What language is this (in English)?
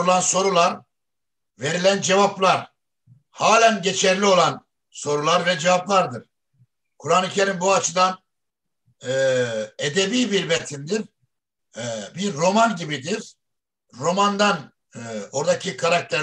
Turkish